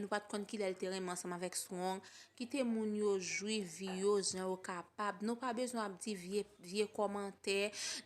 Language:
Haitian Creole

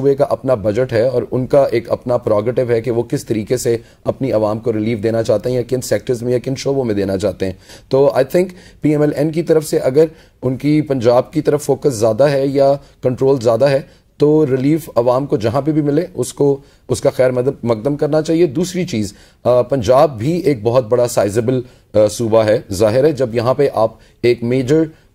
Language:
Urdu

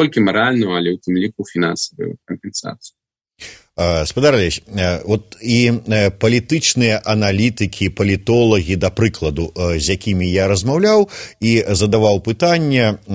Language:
Belarusian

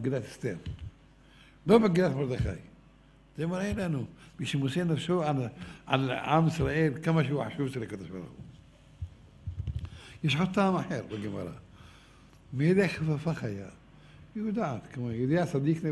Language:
Hebrew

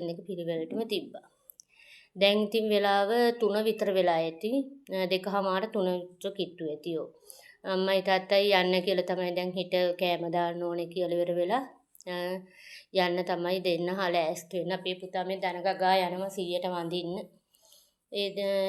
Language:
Sinhala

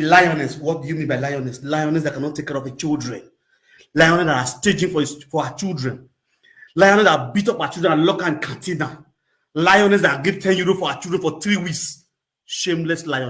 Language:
Nigerian Pidgin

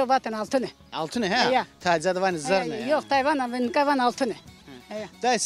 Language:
Zaza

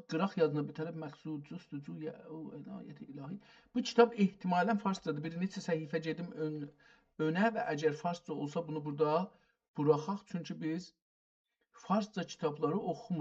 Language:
South Azerbaijani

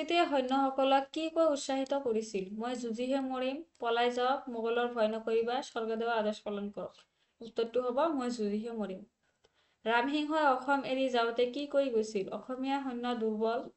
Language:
Assamese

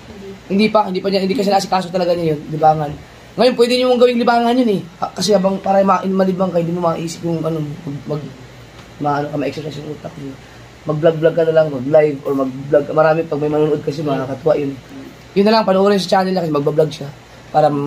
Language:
Filipino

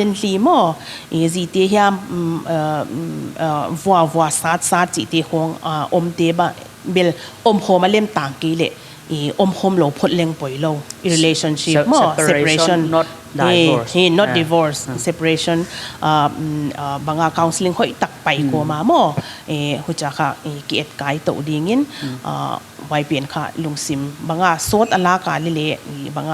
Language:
Paite Chin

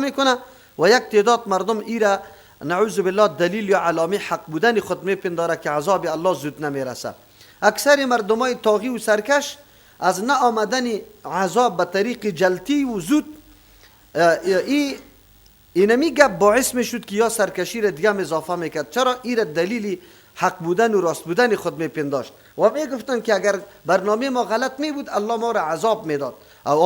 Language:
Persian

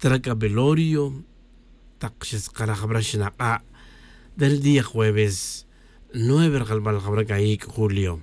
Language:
Tz'utujil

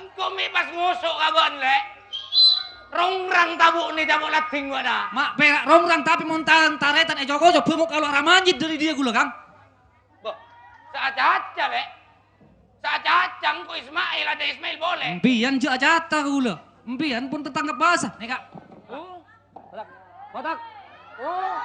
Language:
Madurese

